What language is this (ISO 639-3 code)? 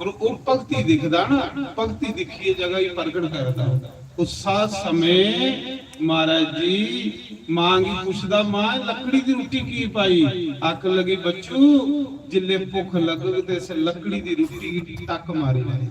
doi